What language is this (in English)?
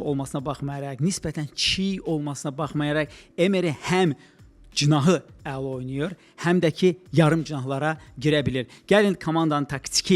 Azerbaijani